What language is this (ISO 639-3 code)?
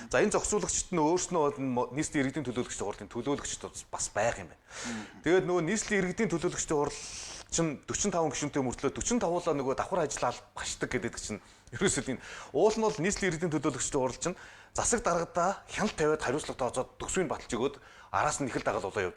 mon